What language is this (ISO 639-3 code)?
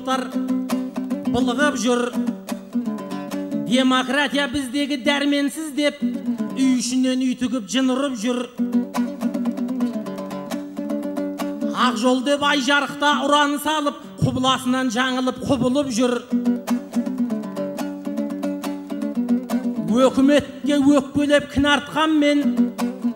kaz